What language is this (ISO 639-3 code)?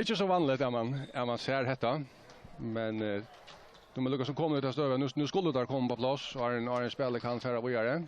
fao